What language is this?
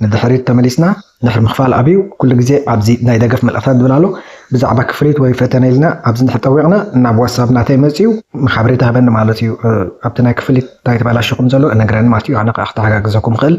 Tigrinya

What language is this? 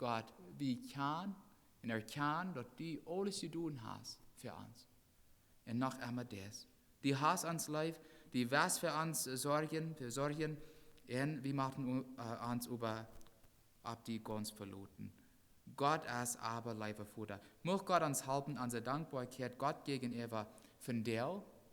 Plautdietsch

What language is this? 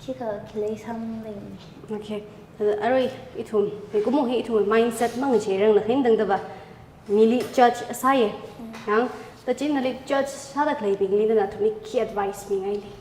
Tangkhul Naga (India)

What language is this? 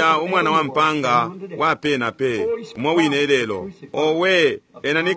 Bemba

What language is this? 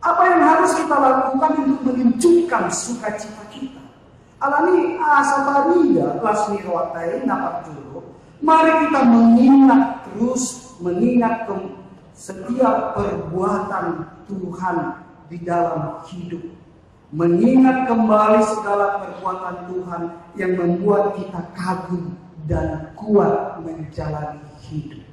Batak Toba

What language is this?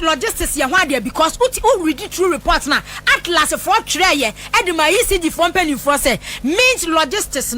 Akan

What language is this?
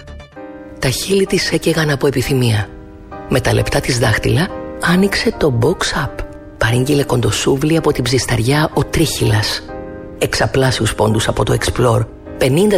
Greek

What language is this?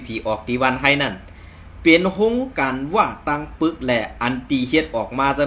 Shan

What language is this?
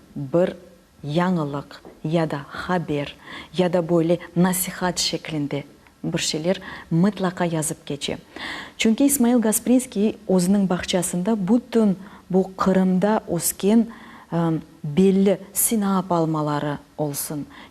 Crimean Tatar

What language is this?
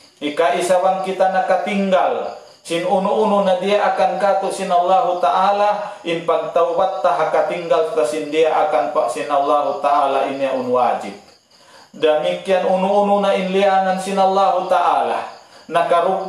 Tausug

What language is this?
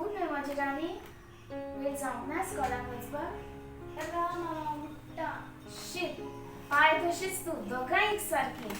Konkani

